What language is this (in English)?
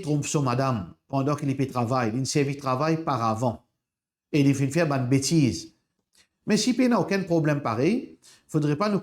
Morisyen